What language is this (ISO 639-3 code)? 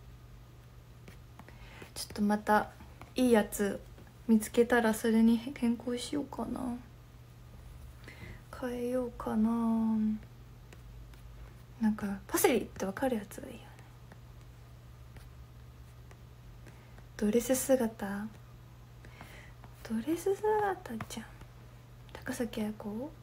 jpn